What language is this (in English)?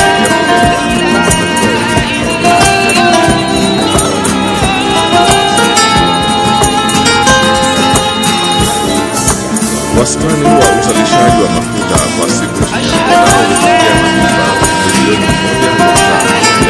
Swahili